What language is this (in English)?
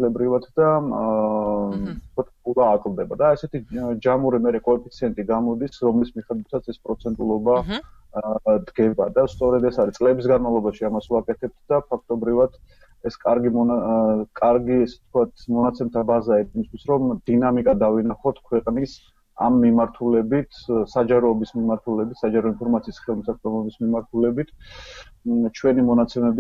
Georgian